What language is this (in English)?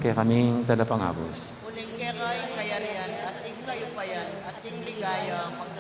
Pampanga